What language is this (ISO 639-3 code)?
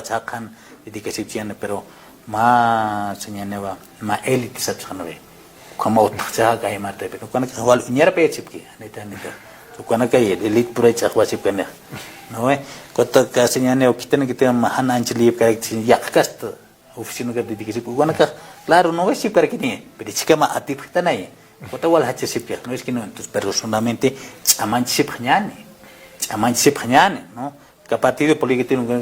aym